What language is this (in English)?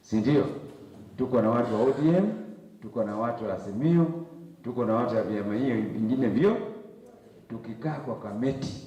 Kamba